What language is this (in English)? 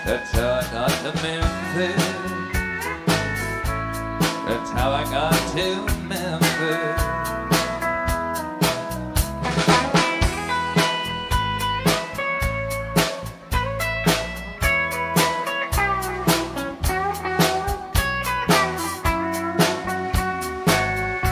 English